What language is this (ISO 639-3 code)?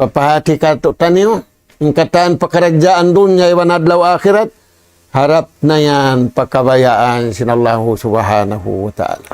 tsg